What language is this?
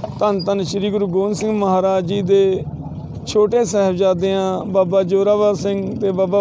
Punjabi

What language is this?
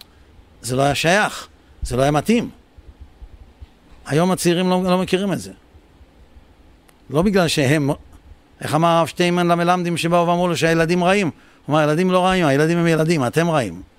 Hebrew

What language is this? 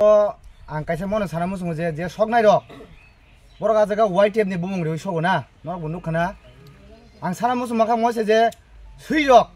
Kok Borok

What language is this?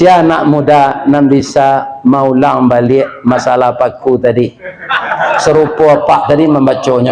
Minangkabau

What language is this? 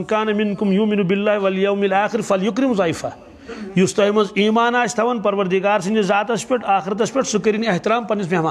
Kashmiri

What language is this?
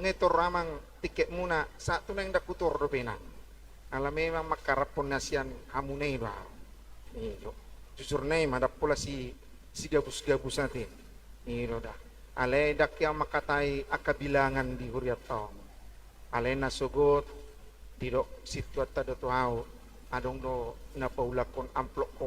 Batak Toba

